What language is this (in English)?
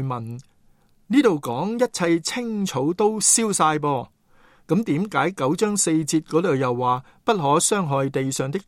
Cantonese